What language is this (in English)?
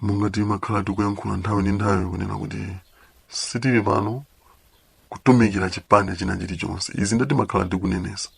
Nyanja